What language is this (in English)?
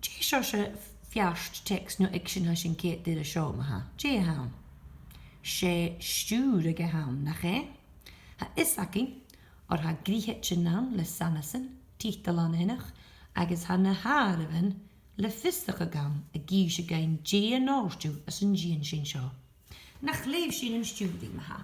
Scottish Gaelic